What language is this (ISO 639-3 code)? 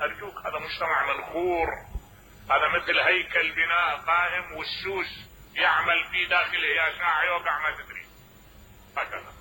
acm